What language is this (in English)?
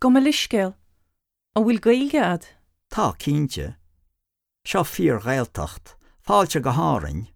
Irish